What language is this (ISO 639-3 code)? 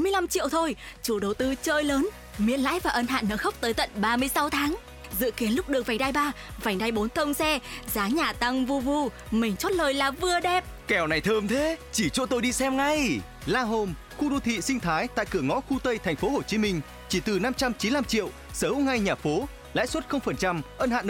vie